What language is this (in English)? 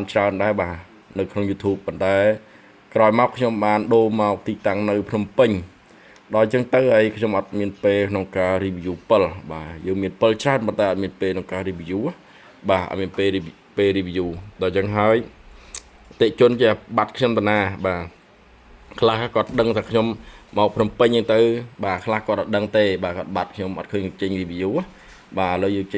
Khmer